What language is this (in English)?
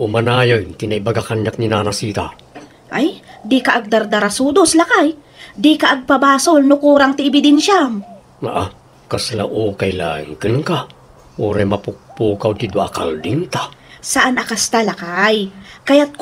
Iloko